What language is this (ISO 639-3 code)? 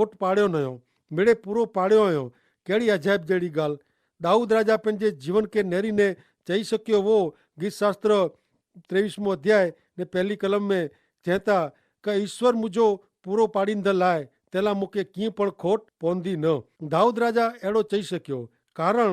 kfr